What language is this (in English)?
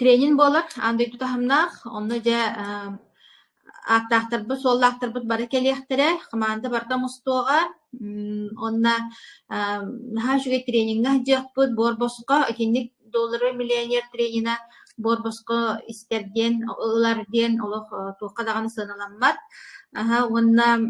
Yakut